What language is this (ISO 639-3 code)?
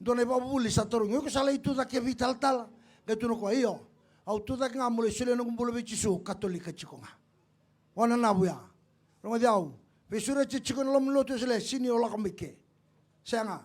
fij